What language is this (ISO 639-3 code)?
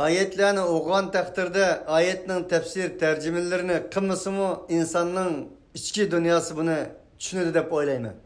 uig